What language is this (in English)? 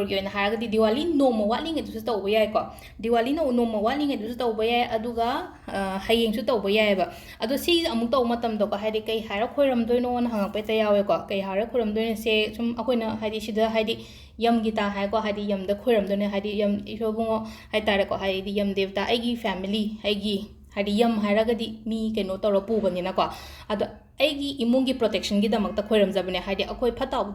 Manipuri